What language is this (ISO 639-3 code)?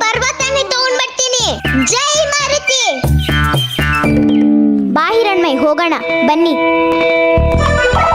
kan